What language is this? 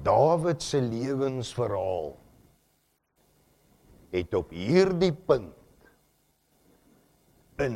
Afrikaans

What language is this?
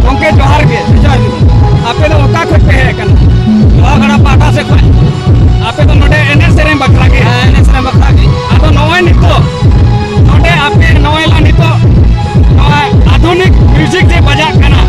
Santali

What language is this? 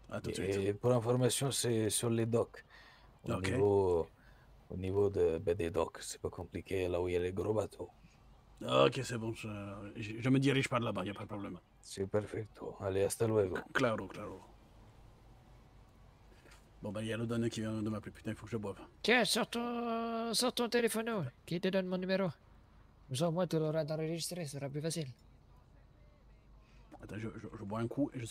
French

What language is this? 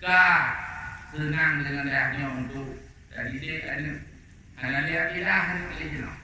Achinese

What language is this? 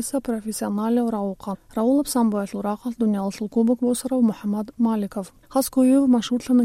Avaric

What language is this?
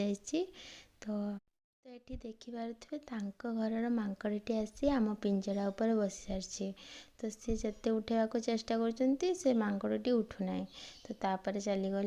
Odia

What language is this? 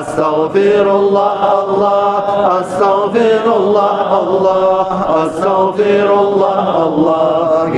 Kumyk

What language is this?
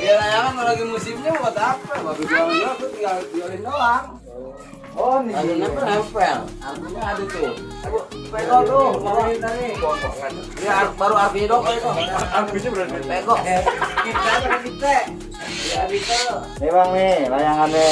Betawi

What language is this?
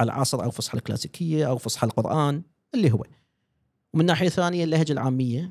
Gulf Arabic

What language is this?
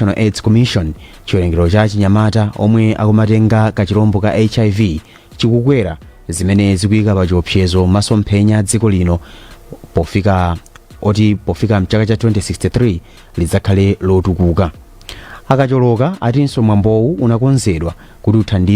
Nyanja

